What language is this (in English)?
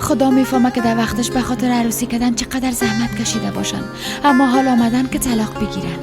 Persian